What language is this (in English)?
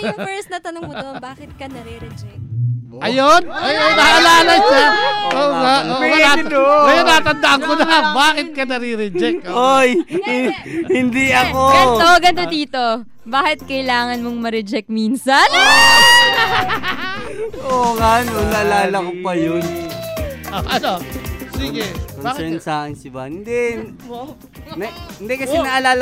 Filipino